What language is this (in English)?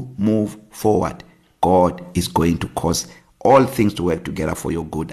English